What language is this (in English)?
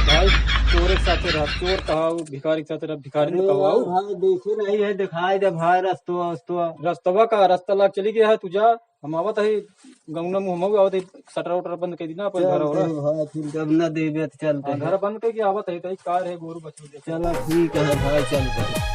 Awadhi